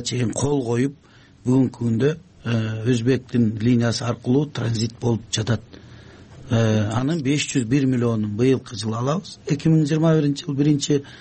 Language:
Kyrgyz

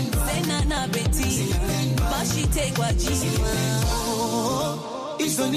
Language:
Swahili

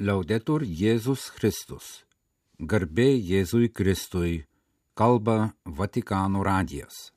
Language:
Lithuanian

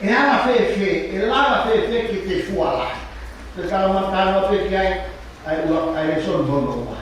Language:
Tongan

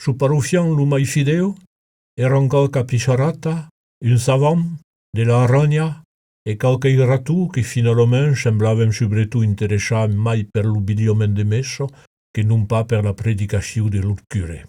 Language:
Occitan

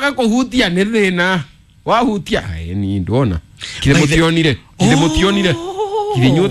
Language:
Kikuyu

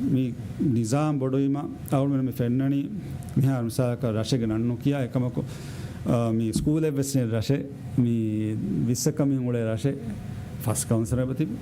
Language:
Divehi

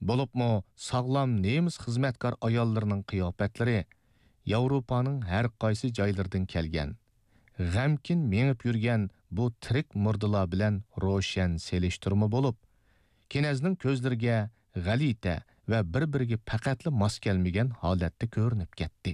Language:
Uyghur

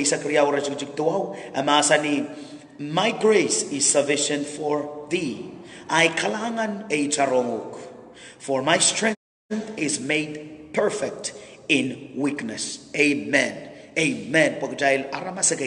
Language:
Pohnpeian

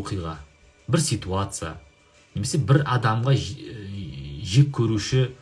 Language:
Kazakh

